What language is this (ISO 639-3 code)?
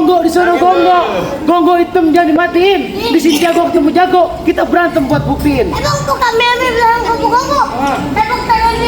bew